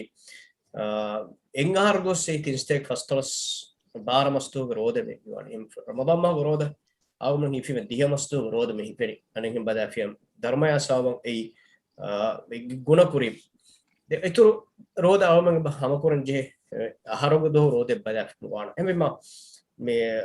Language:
Divehi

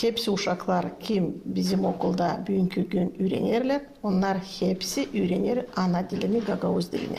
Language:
Gagauz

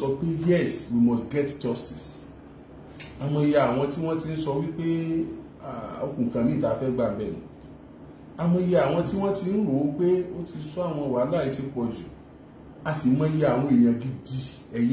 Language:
Yoruba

